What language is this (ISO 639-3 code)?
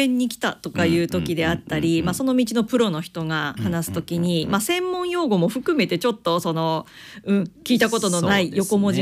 jpn